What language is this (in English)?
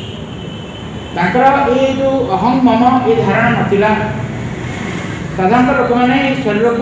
Odia